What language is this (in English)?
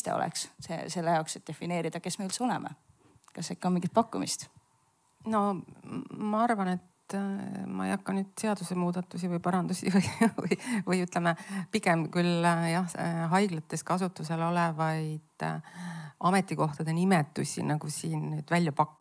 Estonian